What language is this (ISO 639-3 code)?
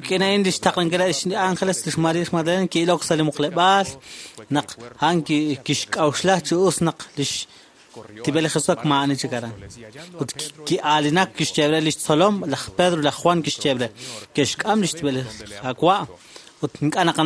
kek